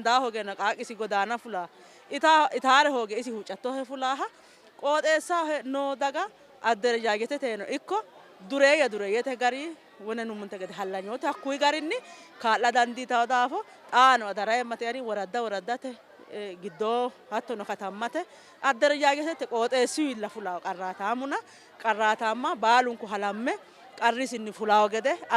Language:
Sidamo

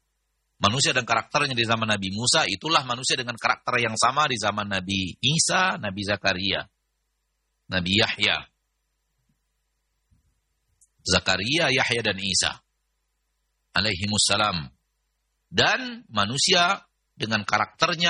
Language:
Indonesian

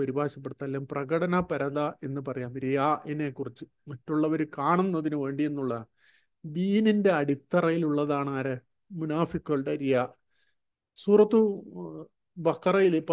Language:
Malayalam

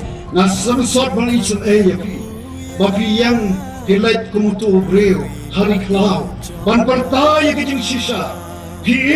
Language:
Khasi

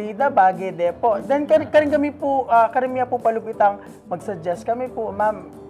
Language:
Pampanga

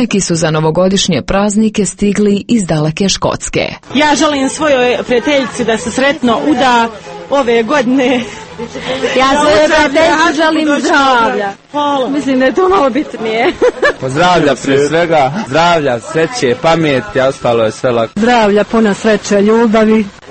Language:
Croatian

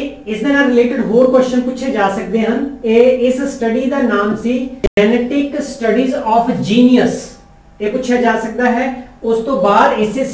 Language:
Punjabi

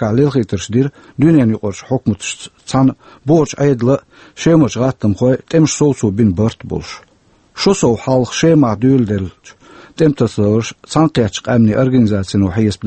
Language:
Chechen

